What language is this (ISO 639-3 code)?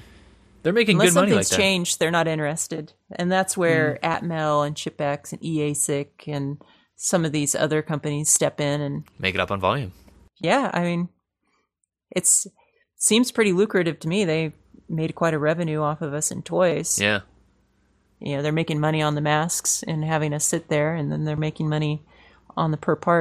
eng